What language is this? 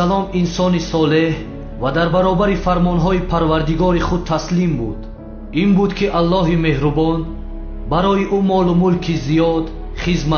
Tajik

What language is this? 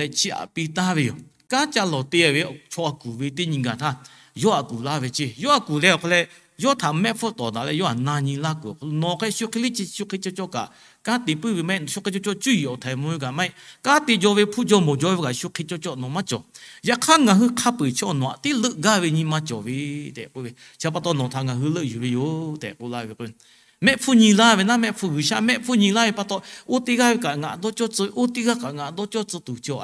Lahu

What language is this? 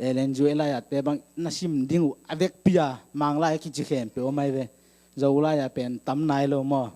Tedim Chin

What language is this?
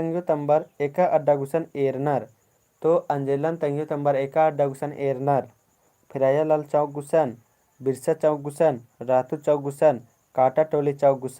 Kurukh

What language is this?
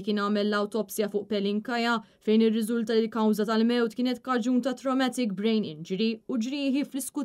Maltese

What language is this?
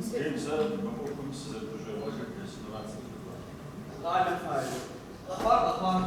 Kabardian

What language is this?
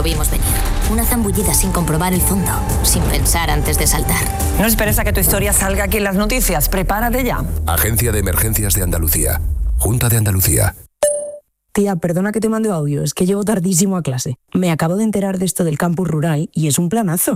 Spanish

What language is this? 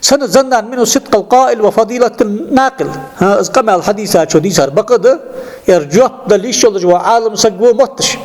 Ingush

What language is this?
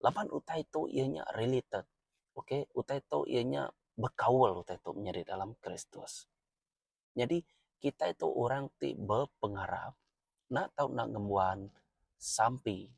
Iban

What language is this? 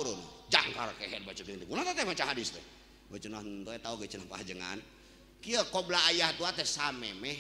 Sundanese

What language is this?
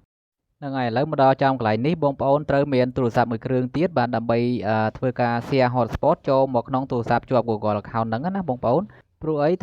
Khmer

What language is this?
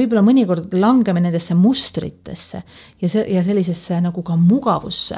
Estonian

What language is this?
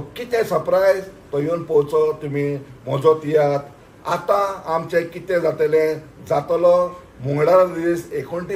Konkani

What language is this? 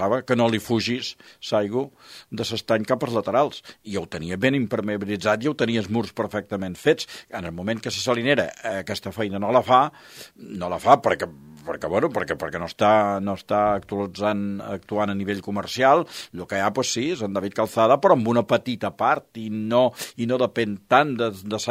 Catalan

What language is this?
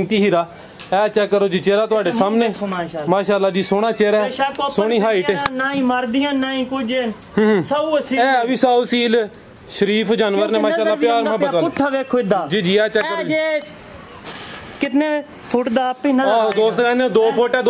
Punjabi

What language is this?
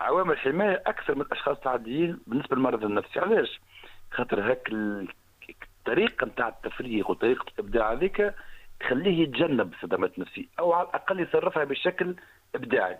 Tunisian Arabic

